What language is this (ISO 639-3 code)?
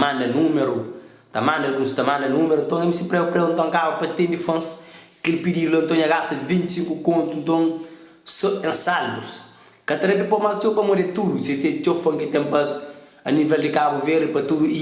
kea